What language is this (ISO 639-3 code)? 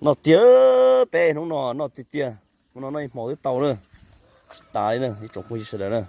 hmn